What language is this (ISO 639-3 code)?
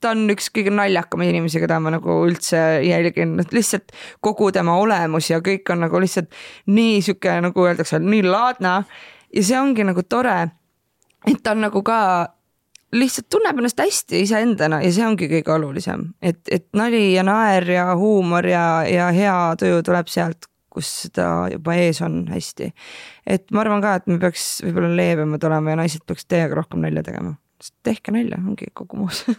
est